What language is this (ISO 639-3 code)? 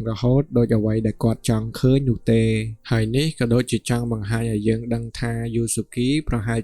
khm